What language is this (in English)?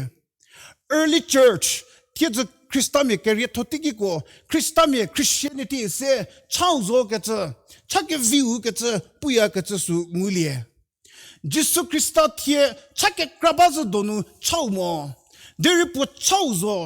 Angami Naga